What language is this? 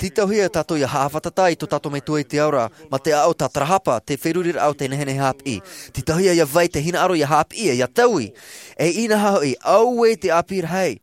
Tahitian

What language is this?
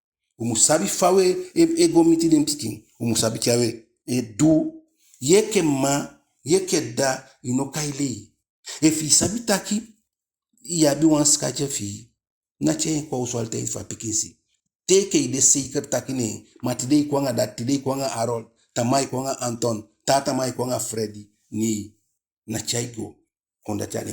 Eastern Maroon Creole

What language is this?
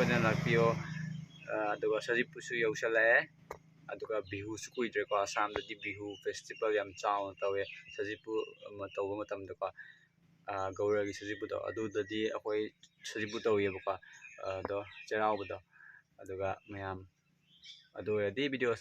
Manipuri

